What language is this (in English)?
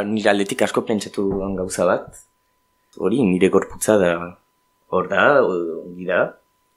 Basque